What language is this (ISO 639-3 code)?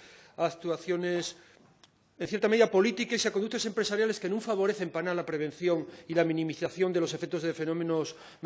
ast